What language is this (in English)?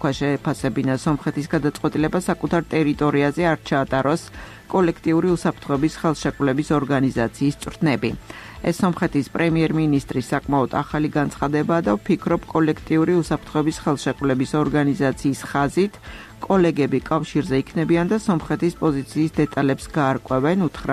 Georgian